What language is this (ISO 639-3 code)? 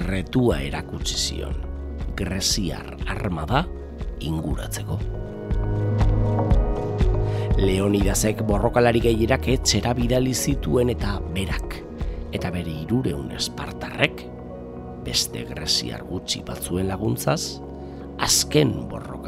eus